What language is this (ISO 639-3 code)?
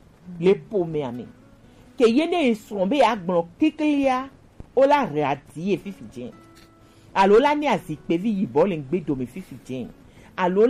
gej